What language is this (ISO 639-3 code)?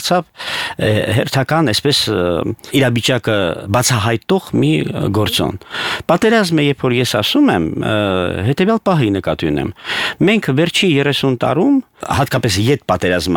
hye